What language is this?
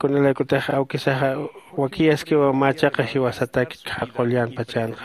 Aymara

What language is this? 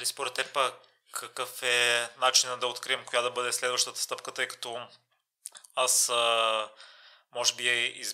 Bulgarian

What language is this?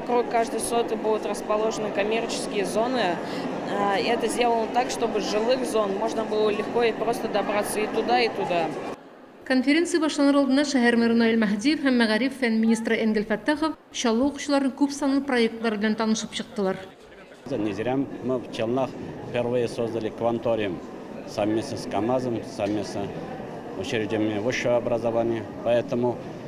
Tatar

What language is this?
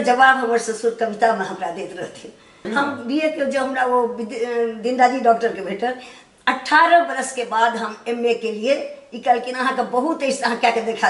Maithili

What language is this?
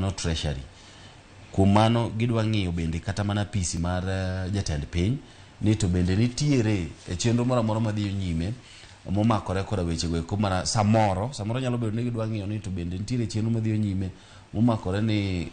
Luo (Kenya and Tanzania)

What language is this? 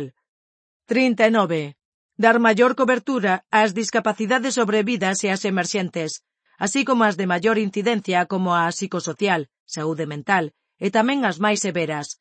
Galician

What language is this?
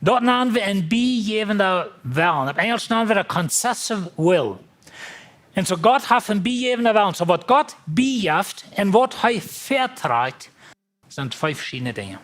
Plautdietsch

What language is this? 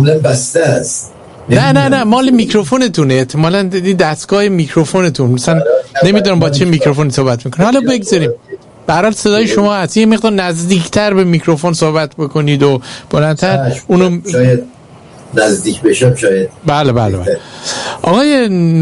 Persian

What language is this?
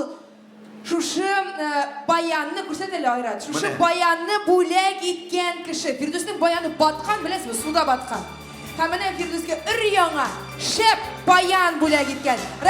Tatar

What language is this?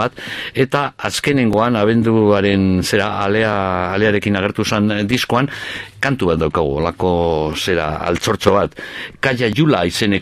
Basque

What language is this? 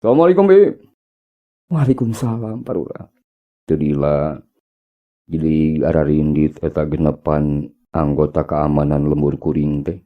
Sundanese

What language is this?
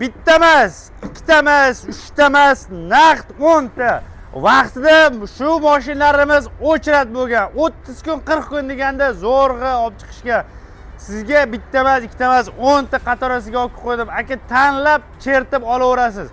Uzbek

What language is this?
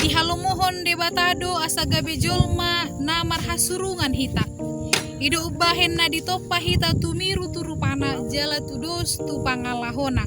Batak Toba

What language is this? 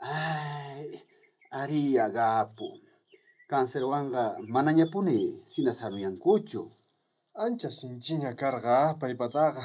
South Bolivian Quechua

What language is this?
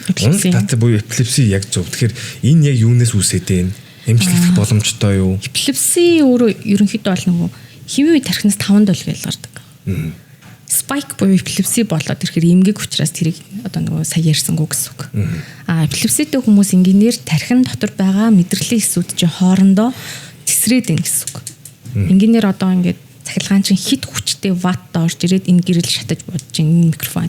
Mongolian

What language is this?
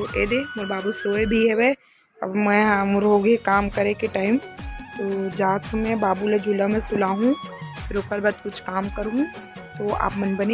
Chhattisgarhi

